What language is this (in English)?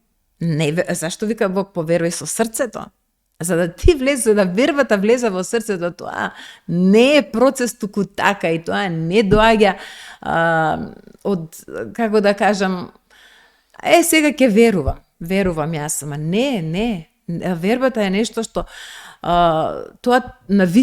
Macedonian